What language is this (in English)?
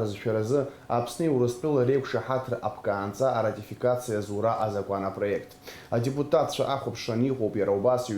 Abkhazian